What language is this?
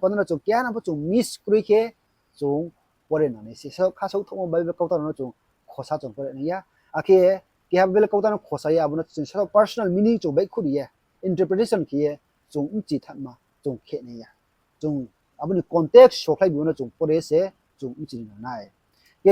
Riang (India)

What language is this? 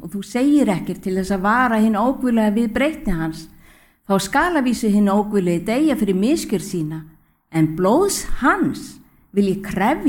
Icelandic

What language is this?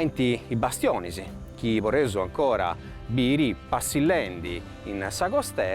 Sardinian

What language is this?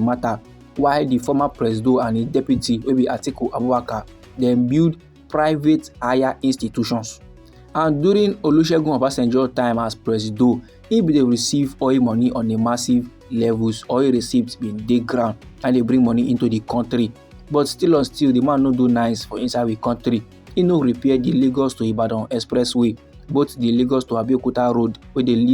Nigerian Pidgin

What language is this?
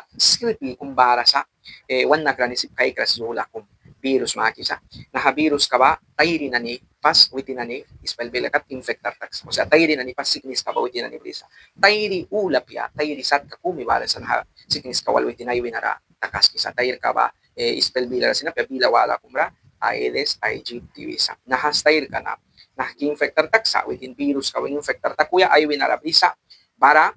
Mískito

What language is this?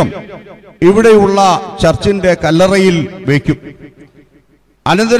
Malayalam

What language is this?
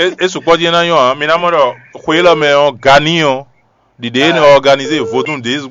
Fon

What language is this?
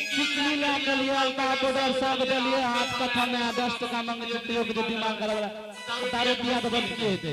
Angika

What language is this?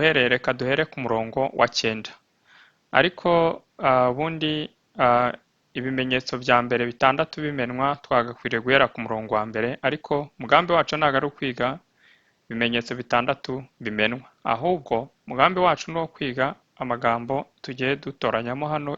Kinyarwanda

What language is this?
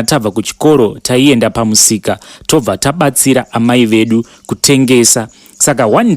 Shona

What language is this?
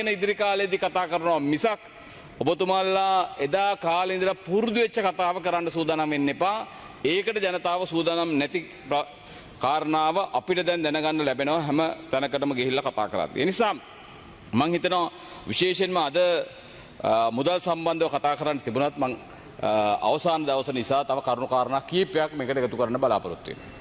Sinhala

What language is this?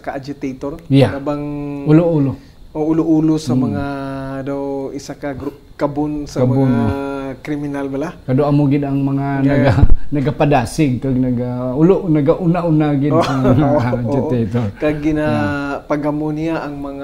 Hiligaynon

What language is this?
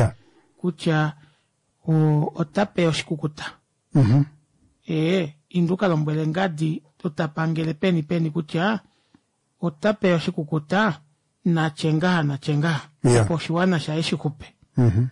Kuanyama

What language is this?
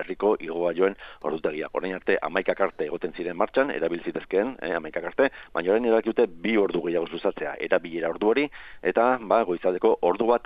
Basque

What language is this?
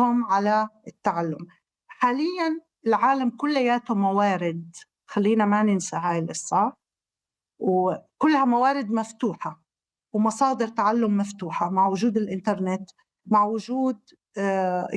North Levantine Arabic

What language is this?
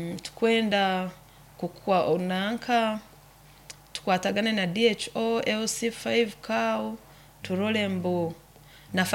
Nyoro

